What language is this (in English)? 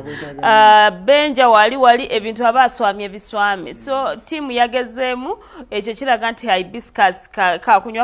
Ganda